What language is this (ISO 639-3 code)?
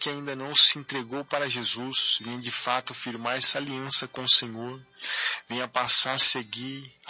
por